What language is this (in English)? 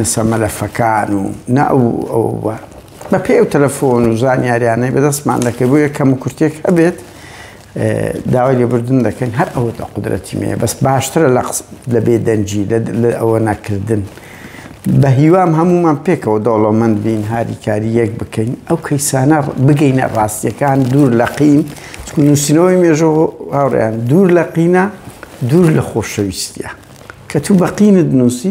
Central Kurdish